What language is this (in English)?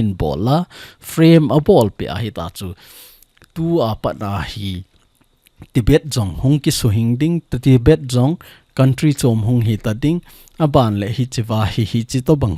Thado Chin